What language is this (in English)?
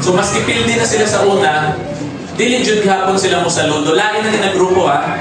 Cebuano